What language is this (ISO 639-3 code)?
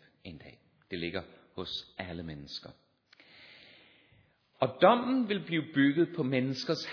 dan